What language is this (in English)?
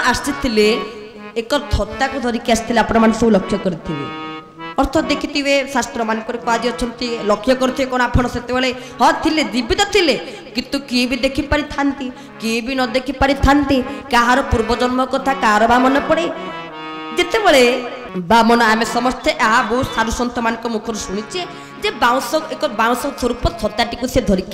Odia